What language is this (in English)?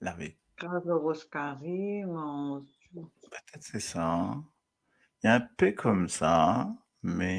Morisyen